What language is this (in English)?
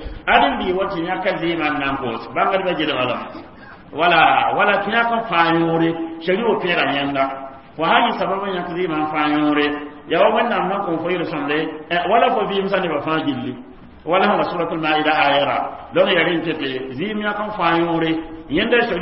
Mossi